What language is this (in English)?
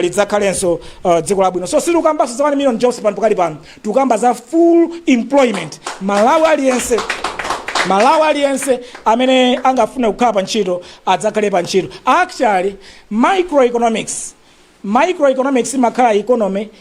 Nyanja